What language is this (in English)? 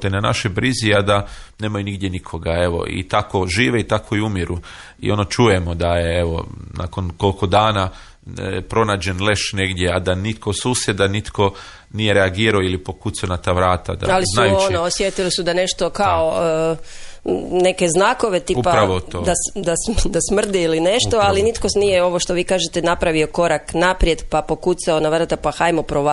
Croatian